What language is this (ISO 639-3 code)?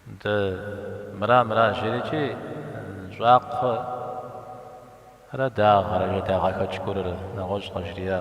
kbd